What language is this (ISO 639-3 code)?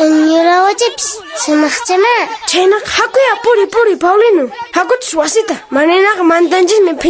que